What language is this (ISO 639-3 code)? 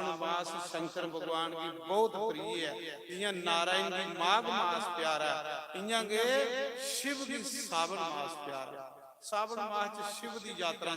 doi